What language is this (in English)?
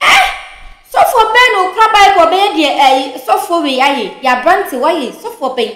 Akan